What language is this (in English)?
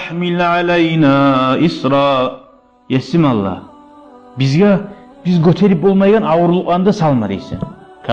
Kumyk